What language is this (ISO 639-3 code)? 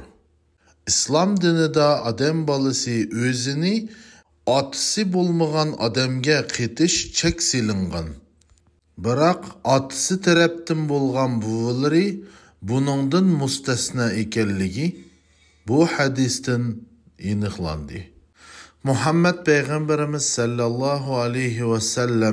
uig